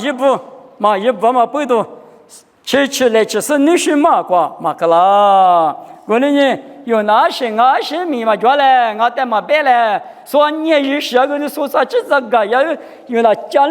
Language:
Lisu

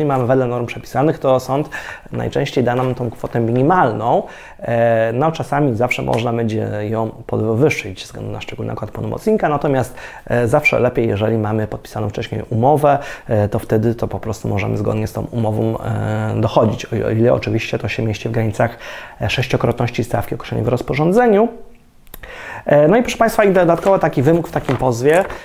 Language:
Polish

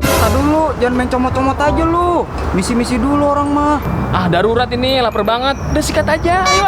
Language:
Betawi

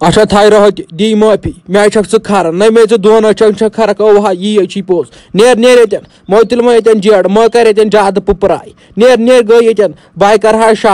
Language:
Kashmiri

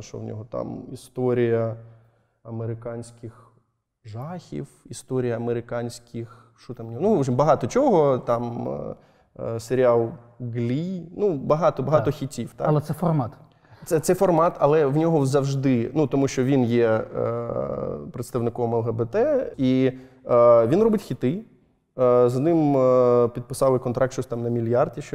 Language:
Ukrainian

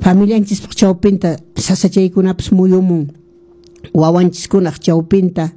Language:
Quechua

